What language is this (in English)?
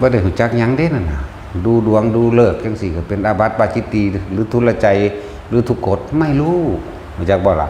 Northeastern Thai